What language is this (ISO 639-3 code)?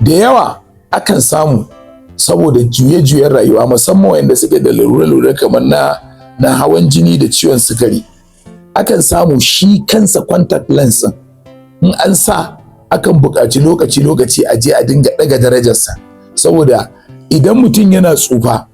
hau